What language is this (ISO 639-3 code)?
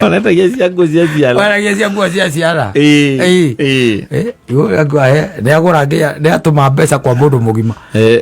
kik